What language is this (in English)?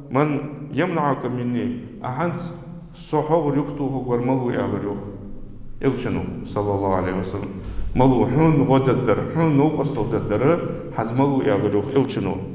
Ingush